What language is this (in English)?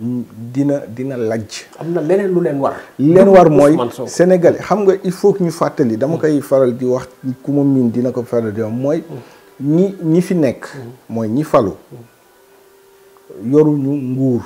Wolof